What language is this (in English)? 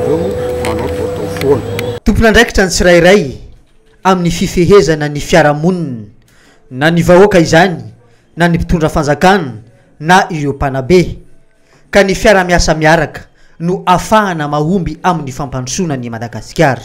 Malagasy